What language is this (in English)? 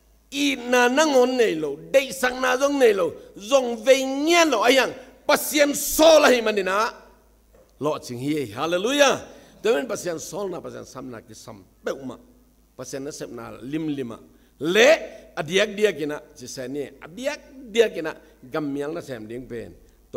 Tedim Chin